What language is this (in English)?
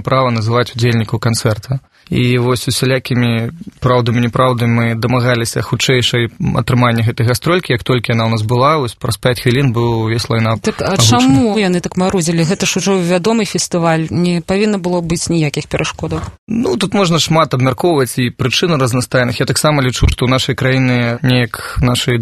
Belarusian